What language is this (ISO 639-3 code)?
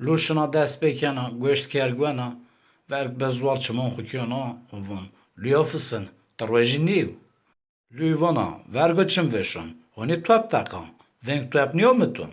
zza